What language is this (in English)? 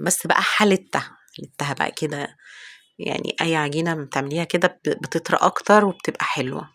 Egyptian Arabic